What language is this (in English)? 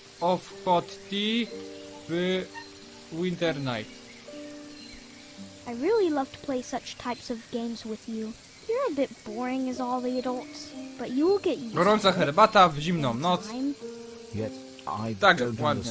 Polish